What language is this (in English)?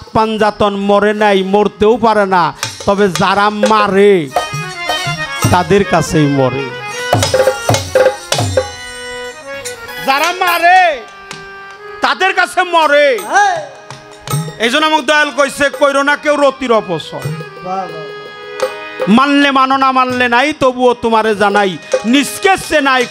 Bangla